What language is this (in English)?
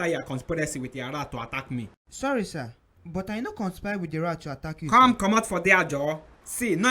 Nigerian Pidgin